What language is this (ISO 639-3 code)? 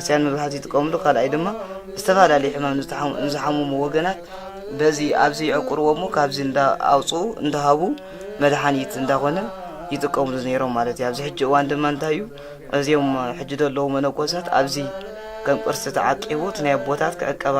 tir